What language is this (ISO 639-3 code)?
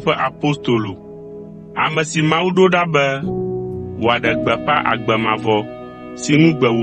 ewe